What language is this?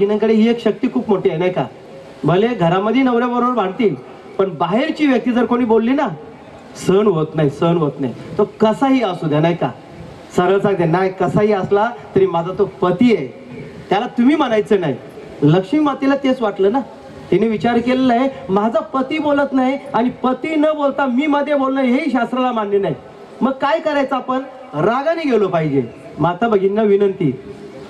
Marathi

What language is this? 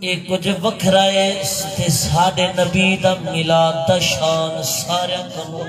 Saraiki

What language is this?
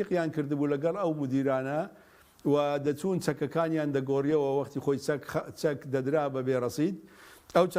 Central Kurdish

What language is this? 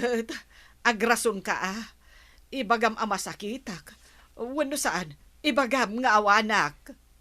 Iloko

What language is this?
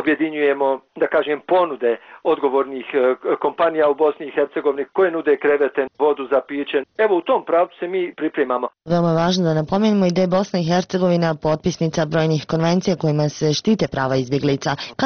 Bosnian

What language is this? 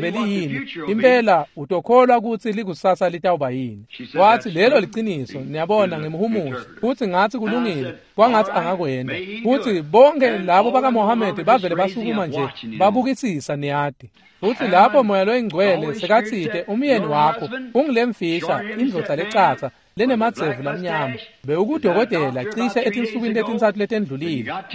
Swati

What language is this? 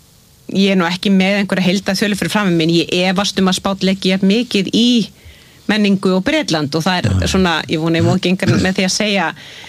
Icelandic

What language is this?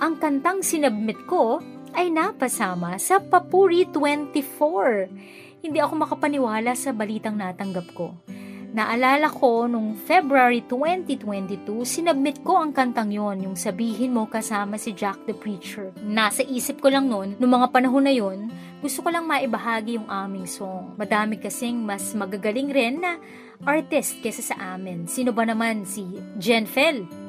Filipino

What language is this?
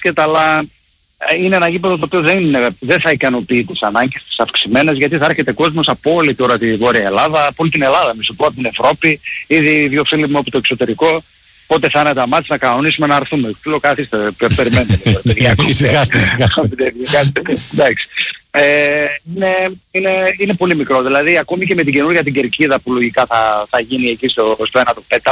Greek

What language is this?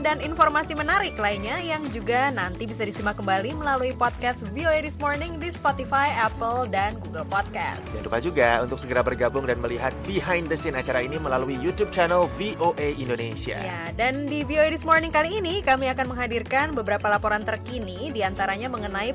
Indonesian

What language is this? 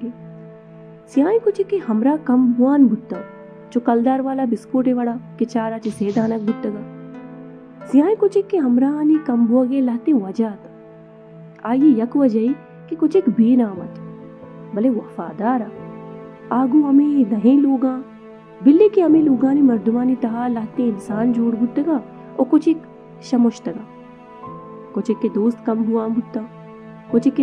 Baluchi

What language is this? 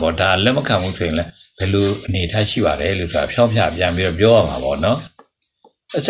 Burmese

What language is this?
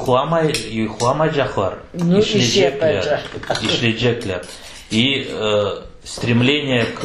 Crimean Tatar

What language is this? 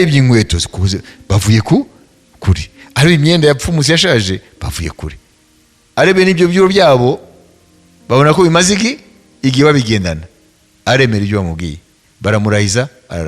Kinyarwanda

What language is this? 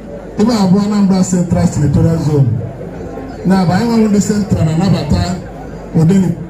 Igbo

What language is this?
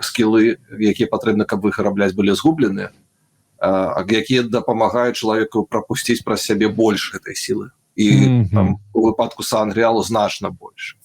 Belarusian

